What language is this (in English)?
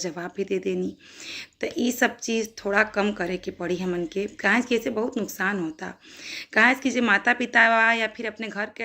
Bhojpuri